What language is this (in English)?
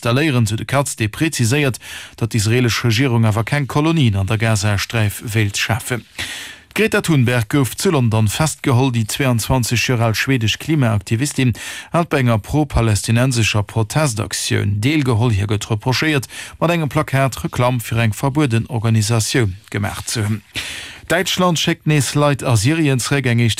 Luxembourgish